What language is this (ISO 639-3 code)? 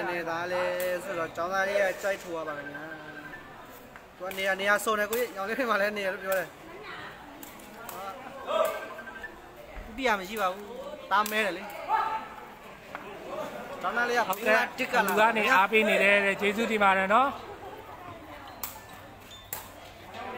mya